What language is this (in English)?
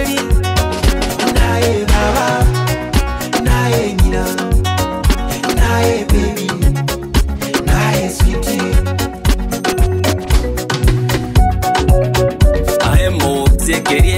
Gusii